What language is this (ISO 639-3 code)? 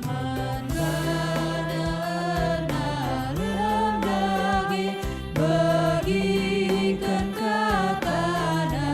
btx